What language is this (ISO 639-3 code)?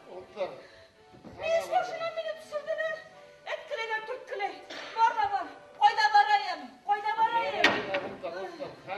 bak